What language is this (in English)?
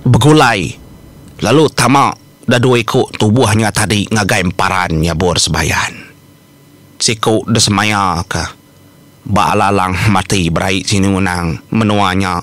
Iban